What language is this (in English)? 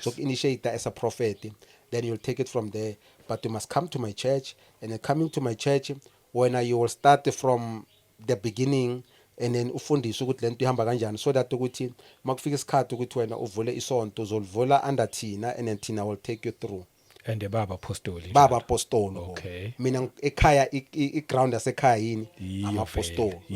Zulu